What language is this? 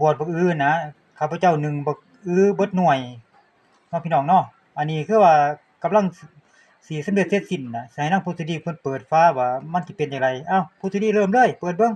Lao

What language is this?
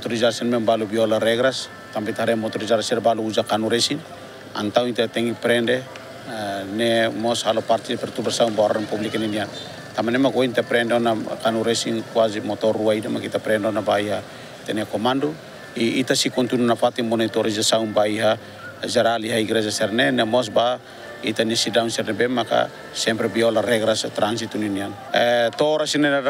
Tetum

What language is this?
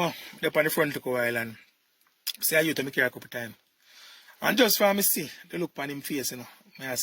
Jamaican Creole English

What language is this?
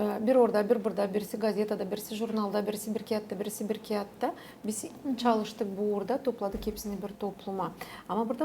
Gagauz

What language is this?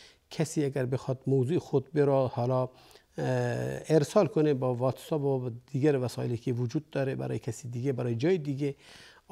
Persian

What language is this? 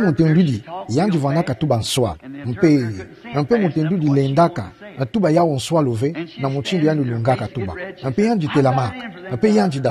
Kituba (Democratic Republic of Congo)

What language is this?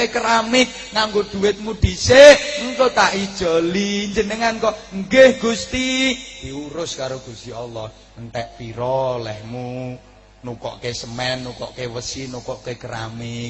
Javanese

